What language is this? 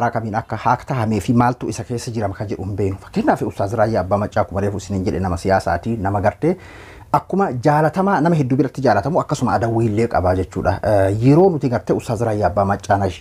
Oromo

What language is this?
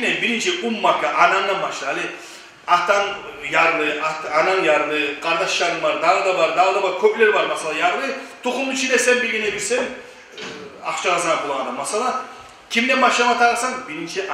Kumyk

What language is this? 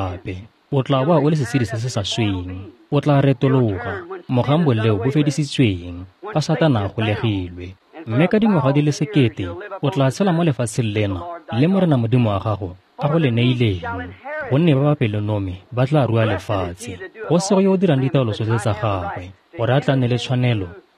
Tswana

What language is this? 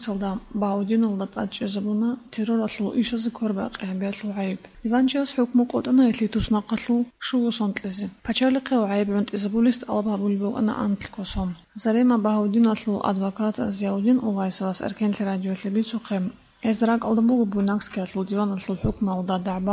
Avaric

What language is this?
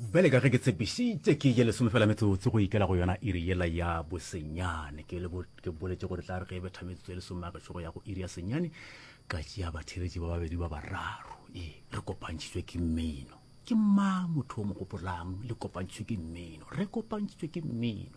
Northern Sotho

